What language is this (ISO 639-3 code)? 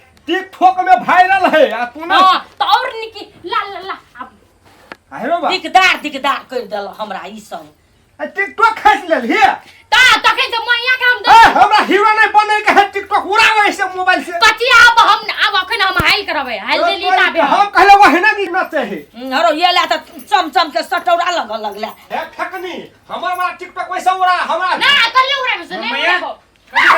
mai